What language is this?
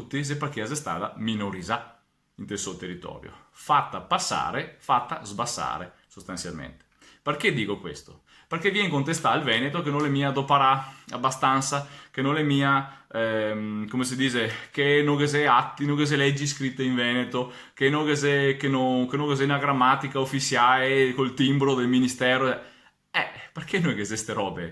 Venetian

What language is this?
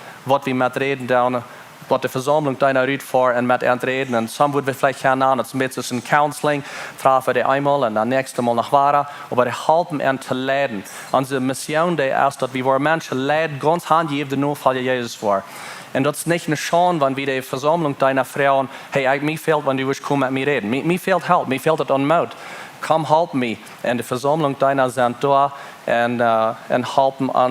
Plautdietsch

